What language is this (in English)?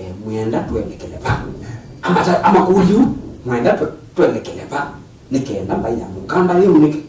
Kamba